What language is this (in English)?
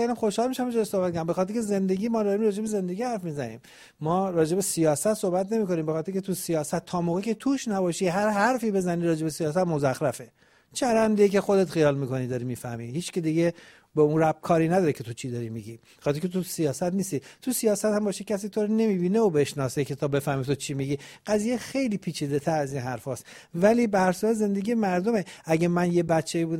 Persian